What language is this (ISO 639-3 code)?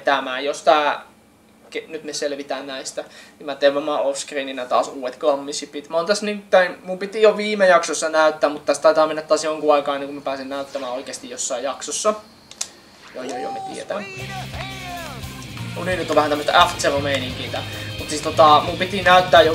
fin